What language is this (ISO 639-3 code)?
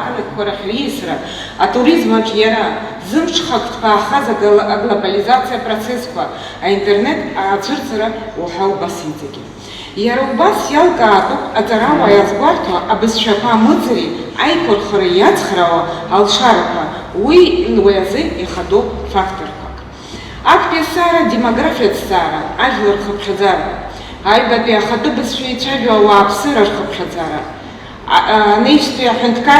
abk